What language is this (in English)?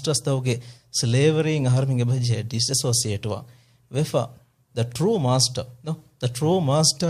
Divehi